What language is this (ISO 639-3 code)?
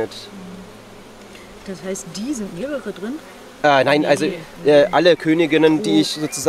deu